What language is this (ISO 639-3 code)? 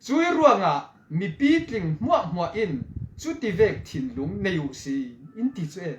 cfm